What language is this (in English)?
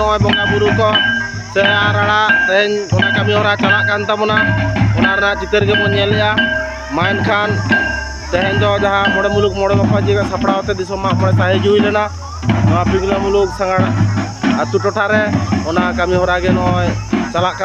Santali